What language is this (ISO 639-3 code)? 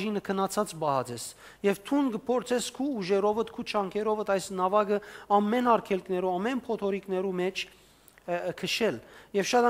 hyw